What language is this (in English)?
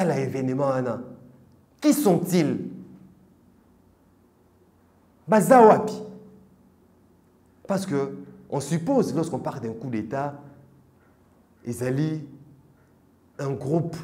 French